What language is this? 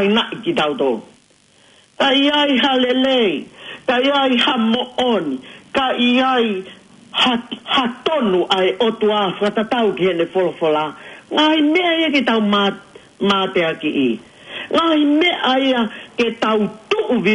Tongan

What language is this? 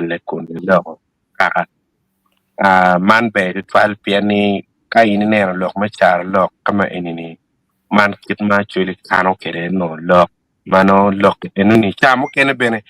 Acoli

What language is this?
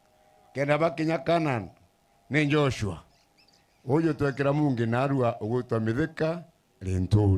Meru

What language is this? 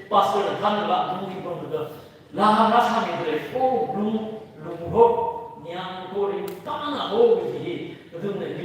Tangkhul Naga (India)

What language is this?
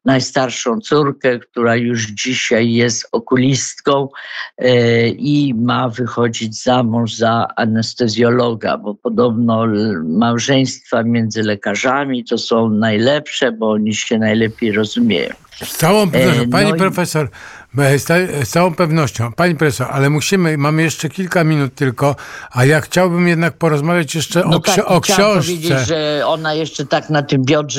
Polish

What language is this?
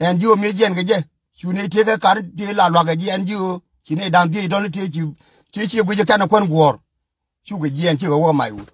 Nuer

